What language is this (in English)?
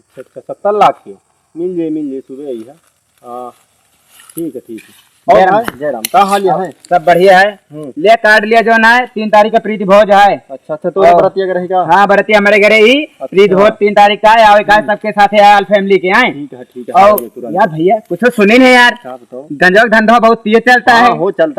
Awadhi